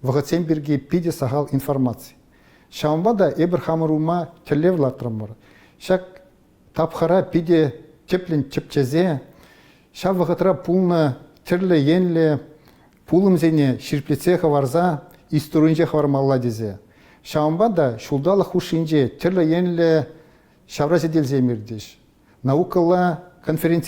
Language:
Chuvash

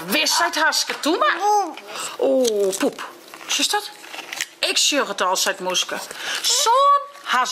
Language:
Western Frisian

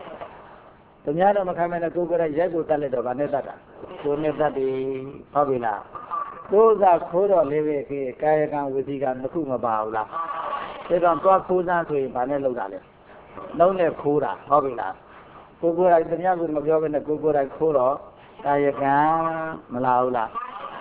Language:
Burmese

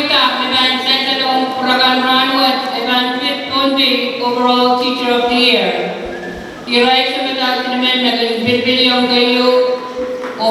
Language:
Pohnpeian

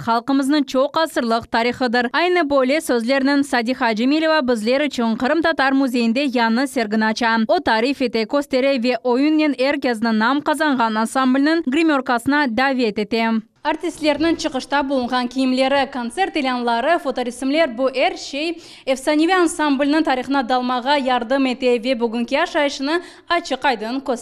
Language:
Crimean Tatar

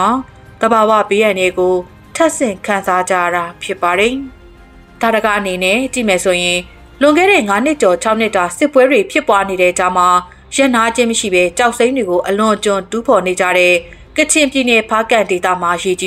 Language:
Burmese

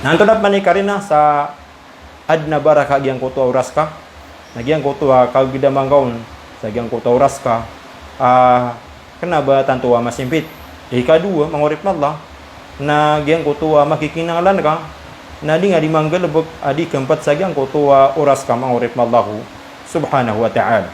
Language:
Maranao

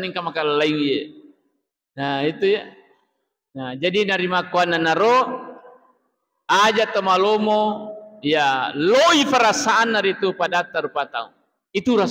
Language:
Buginese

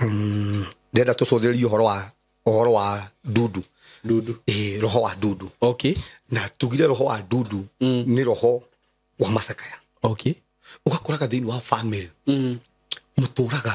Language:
Kikuyu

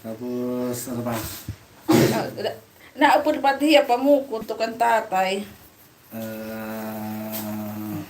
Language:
Waray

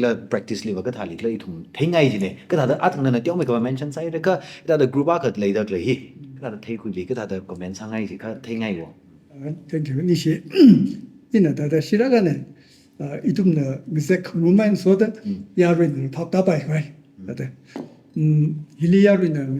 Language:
Tangkhul Naga (India)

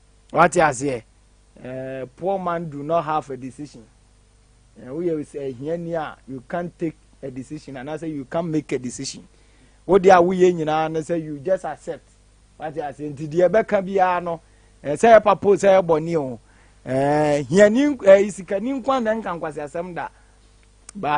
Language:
Akan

